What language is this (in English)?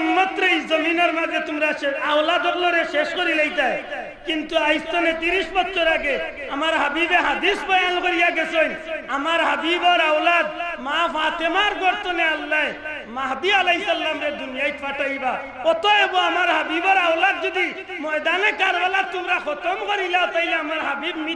Sylheti